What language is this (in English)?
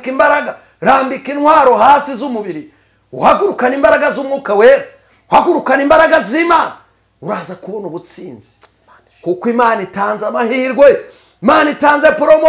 Kinyarwanda